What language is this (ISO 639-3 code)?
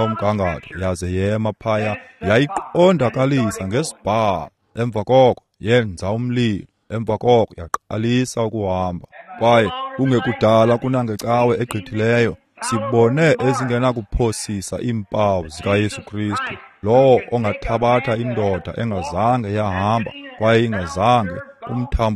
xho